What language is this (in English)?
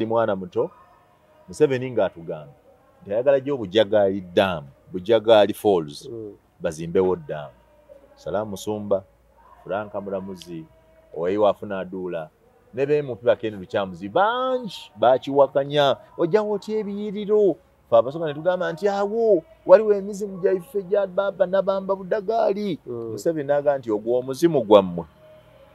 Ganda